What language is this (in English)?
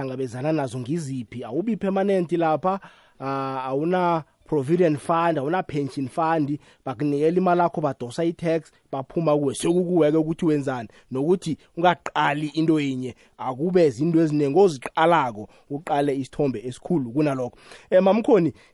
South Ndebele